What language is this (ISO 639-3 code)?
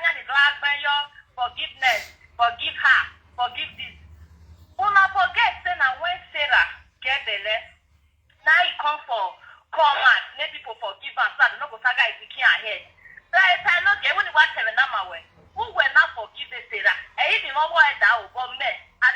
pcm